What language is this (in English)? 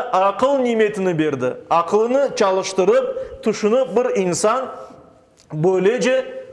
Crimean Tatar